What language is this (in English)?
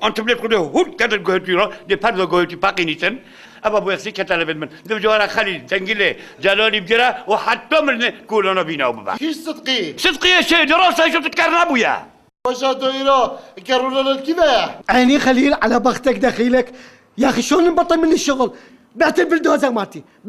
Kurdish